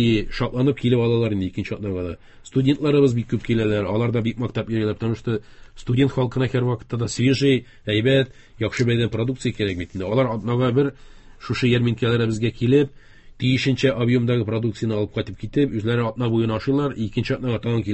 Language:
Tatar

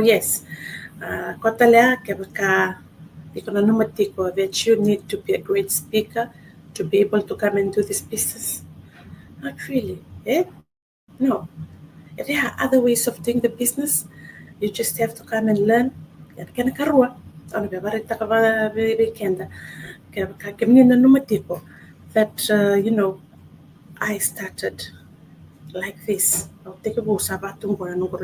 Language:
Fijian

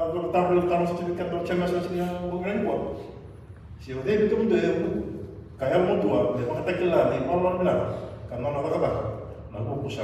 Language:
Fijian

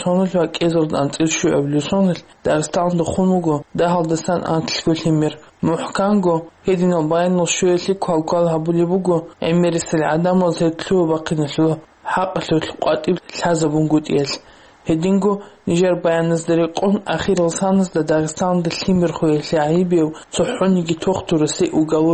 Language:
Avaric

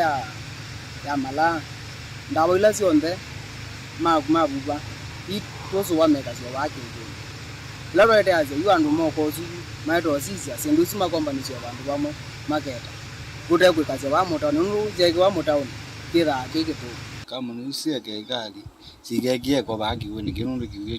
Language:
Kamba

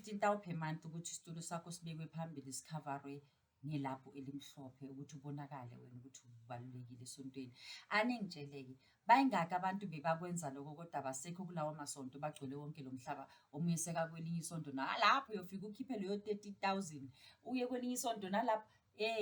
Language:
Zulu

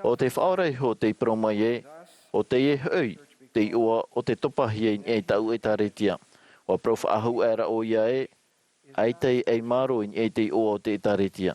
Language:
Tahitian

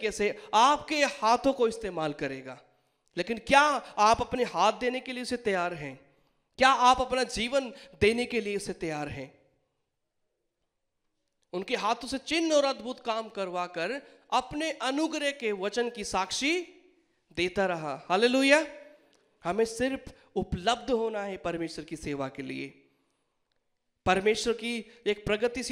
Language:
Hindi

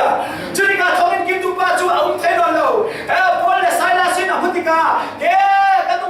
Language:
Falam Chin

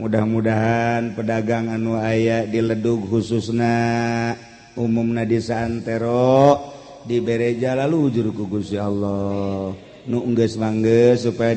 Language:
Sundanese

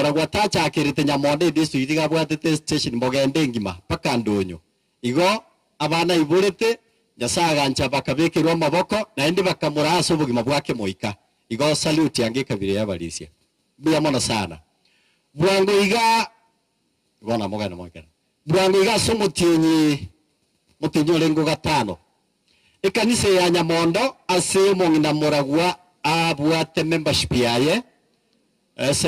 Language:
Gusii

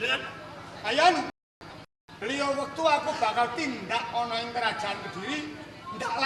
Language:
Javanese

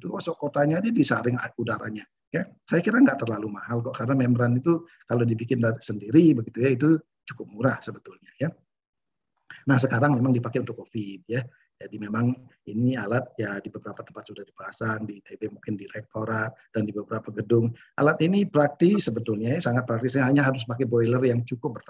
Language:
Indonesian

